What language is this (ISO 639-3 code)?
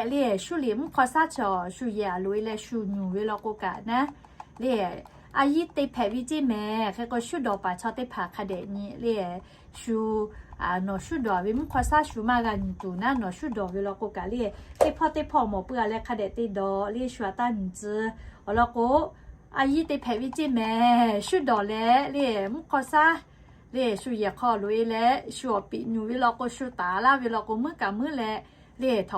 lhu